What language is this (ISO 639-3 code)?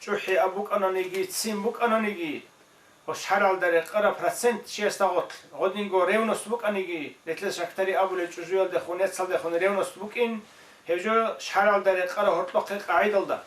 ava